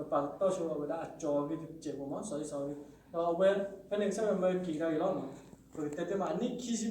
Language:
S'gaw Karen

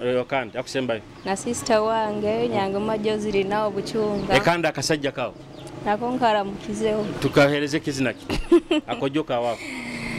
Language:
Nyoro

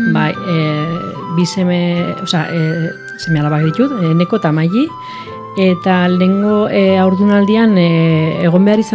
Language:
Basque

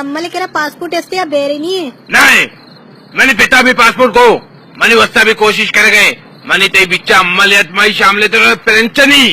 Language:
Baluchi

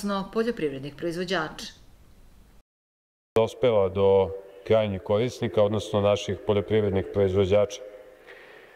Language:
Serbian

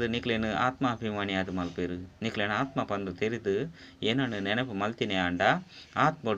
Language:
Tulu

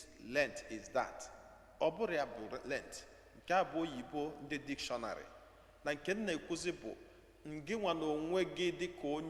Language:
Igbo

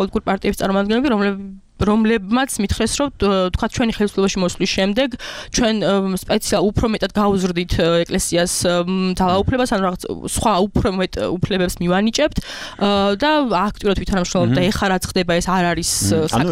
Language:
Georgian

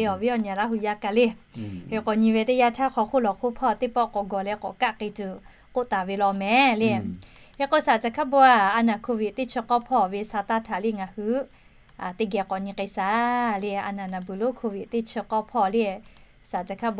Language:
Lahu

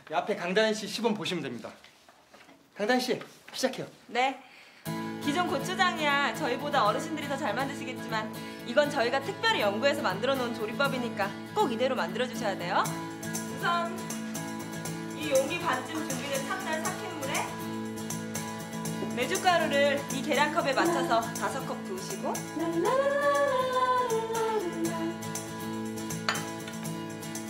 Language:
Korean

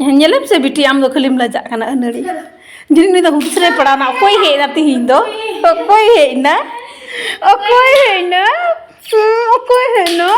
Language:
Santali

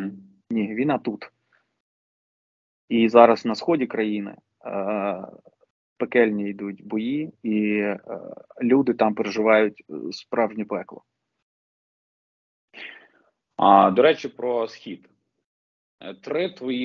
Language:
Ukrainian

